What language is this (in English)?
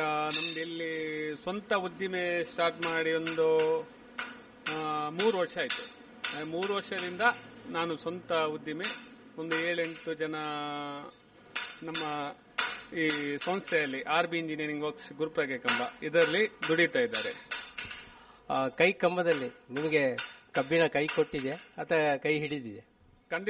Kannada